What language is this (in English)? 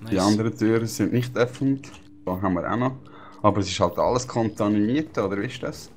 Swiss German